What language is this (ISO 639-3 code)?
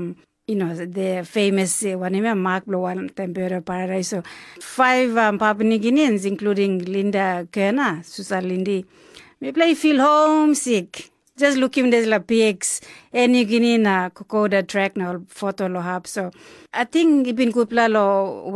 tpi